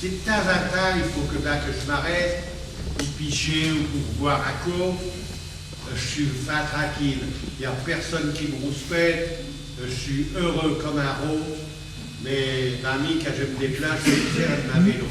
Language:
Picard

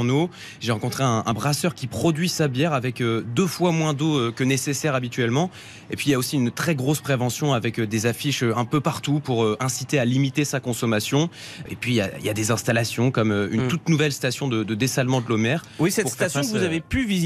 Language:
French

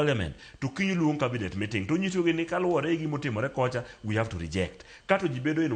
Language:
Luo (Kenya and Tanzania)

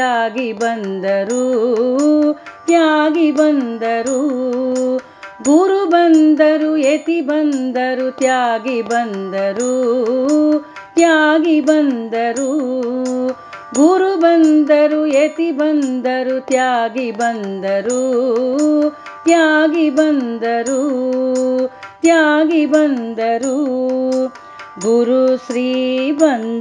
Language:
Kannada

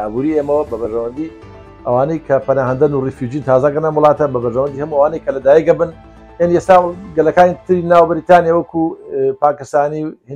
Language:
Central Kurdish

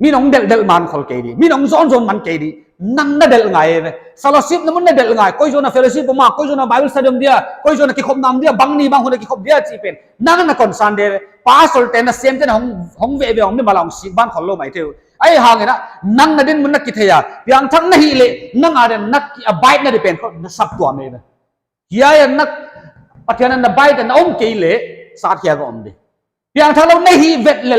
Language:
Paite Chin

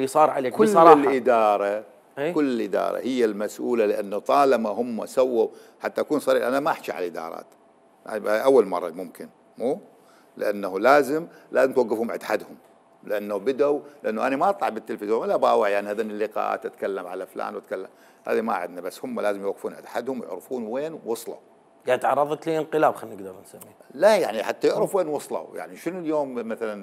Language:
Mesopotamian Arabic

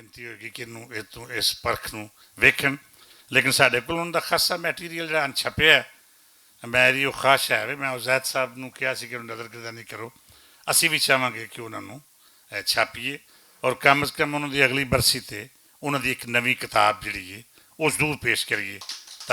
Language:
Western Panjabi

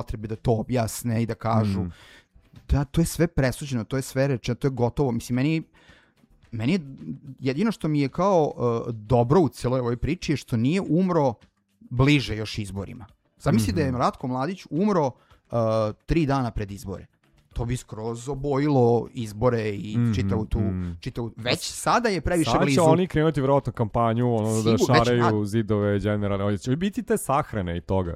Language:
Serbian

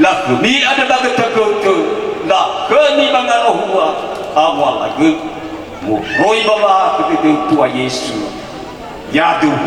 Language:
Nias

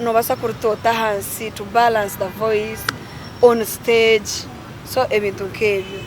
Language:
Nyankole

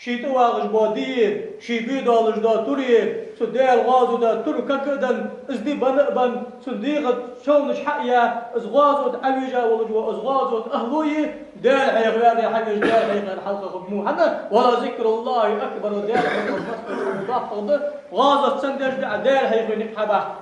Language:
Ingush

